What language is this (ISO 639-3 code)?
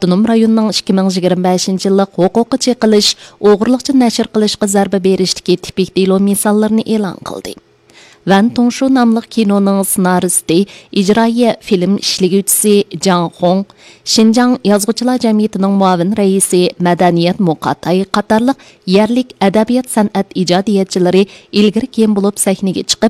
uig